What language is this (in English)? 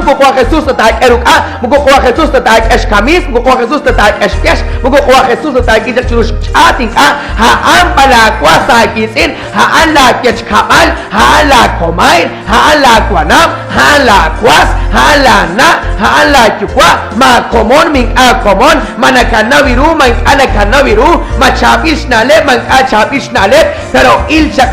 Kekchí